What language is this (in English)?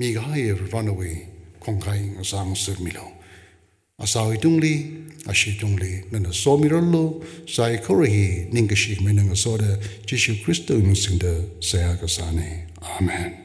Tangkhul Naga (India)